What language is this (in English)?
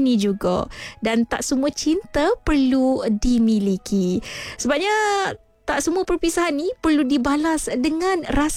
Malay